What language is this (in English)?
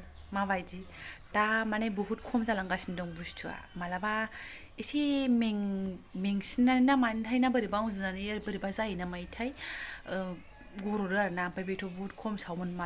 Bodo